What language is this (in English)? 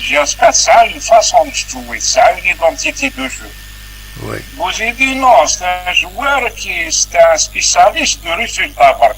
Kabyle